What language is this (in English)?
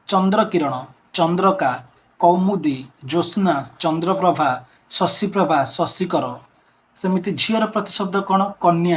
Odia